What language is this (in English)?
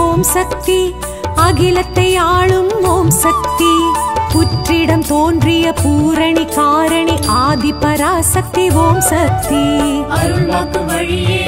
Tamil